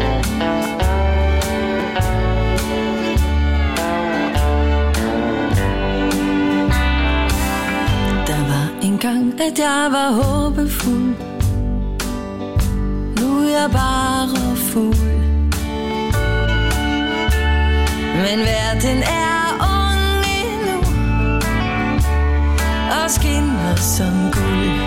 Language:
Danish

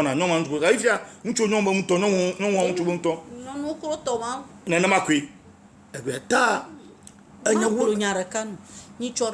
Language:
Ewe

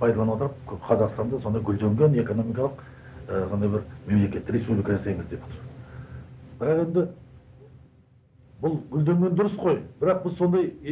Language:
Kazakh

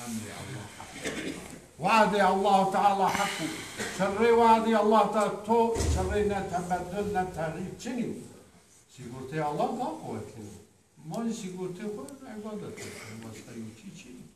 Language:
Zaza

